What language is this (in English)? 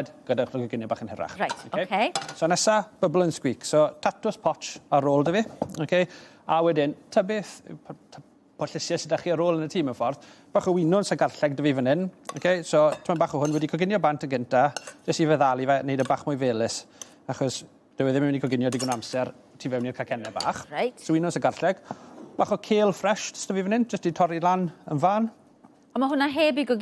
Welsh